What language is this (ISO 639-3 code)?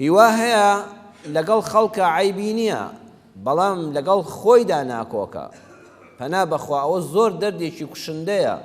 ckb